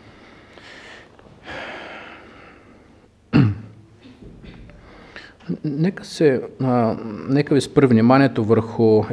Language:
Bulgarian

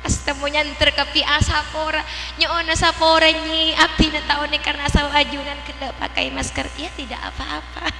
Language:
Madurese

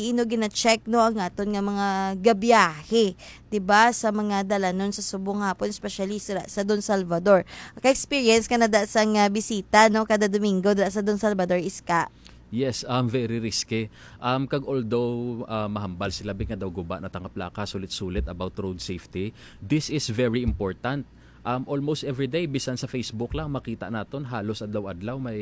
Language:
Hiligaynon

